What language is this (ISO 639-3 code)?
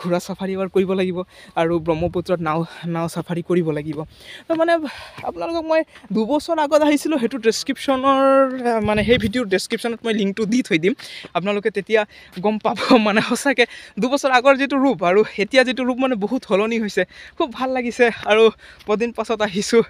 asm